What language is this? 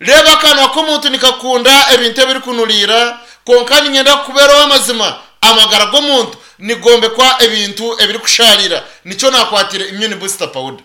Nyankole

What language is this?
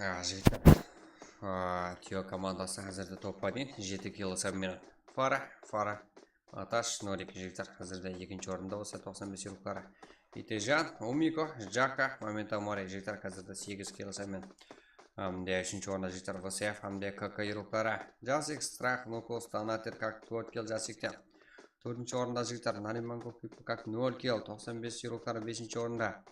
Kara-Kalpak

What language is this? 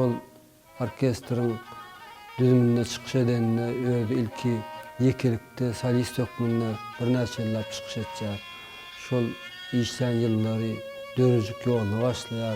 Turkmen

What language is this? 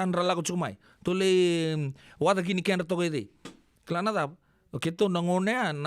Fijian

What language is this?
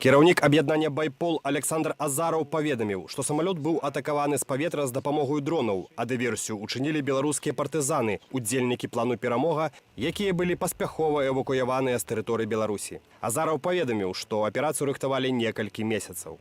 Belarusian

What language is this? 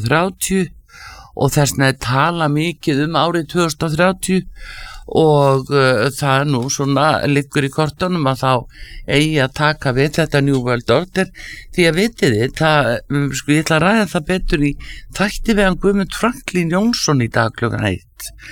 Icelandic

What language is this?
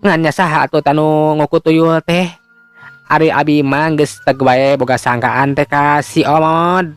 Sundanese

